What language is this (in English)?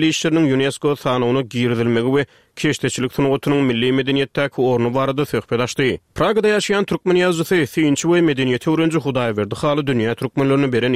Turkmen